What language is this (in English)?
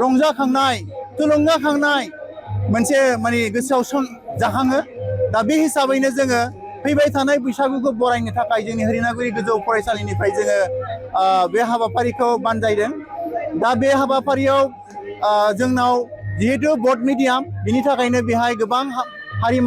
Bodo